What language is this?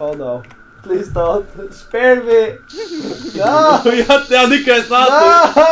Faroese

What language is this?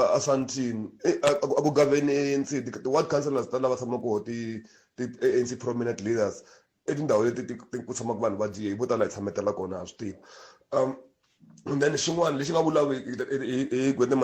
Tsonga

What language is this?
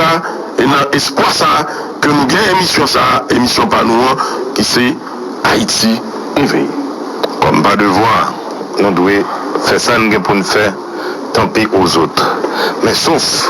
Haitian Creole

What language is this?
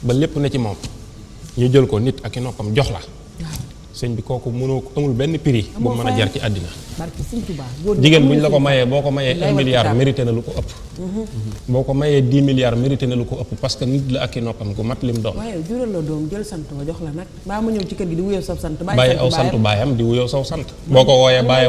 Wolof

